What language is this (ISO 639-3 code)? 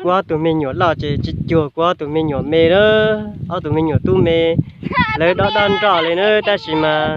hmn